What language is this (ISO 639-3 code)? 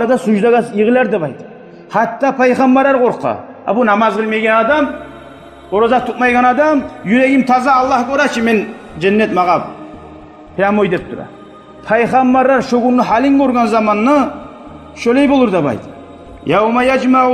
kum